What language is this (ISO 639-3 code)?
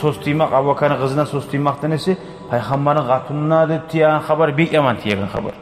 kum